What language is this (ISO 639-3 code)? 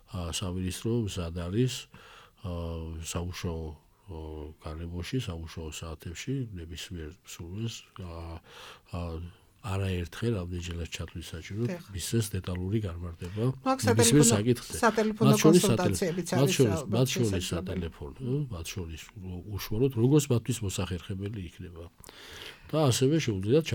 kat